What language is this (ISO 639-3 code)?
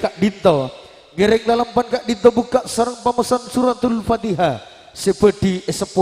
mad